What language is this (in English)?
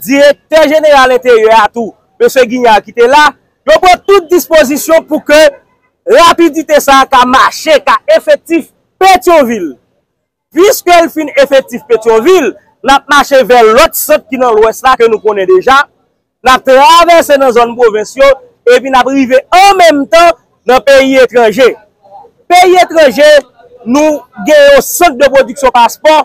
Haitian Creole